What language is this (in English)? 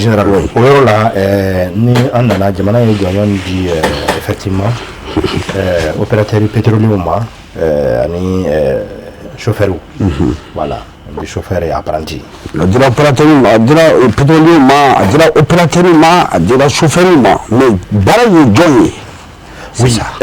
Bambara